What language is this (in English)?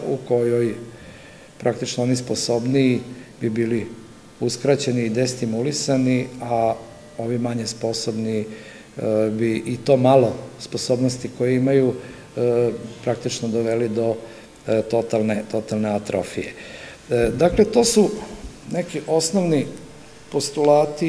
Serbian